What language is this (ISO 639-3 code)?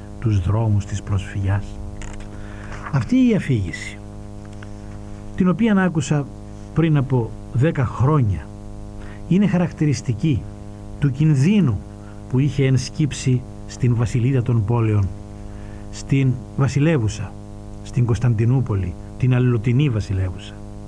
ell